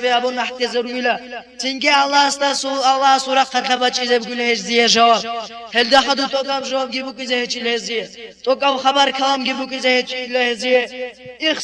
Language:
Avaric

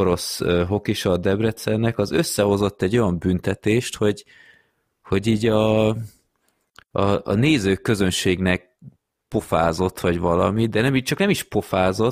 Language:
Hungarian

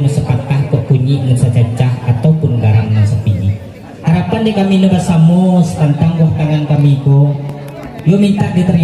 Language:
Minangkabau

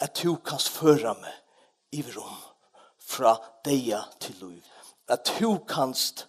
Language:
Faroese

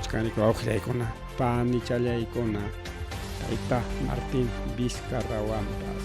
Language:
Ayacucho Quechua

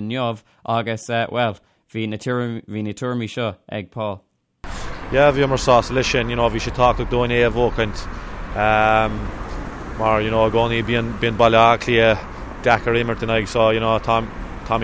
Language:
Irish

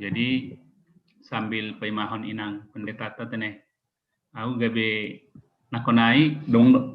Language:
Batak Simalungun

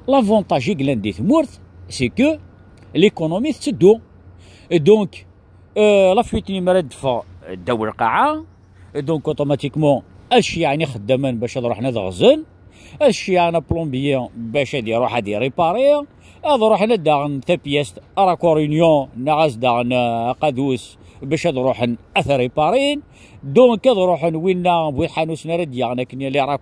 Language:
Kabyle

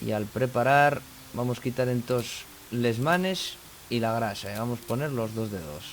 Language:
Asturian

